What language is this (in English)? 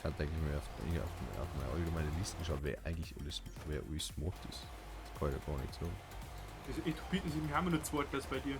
Bavarian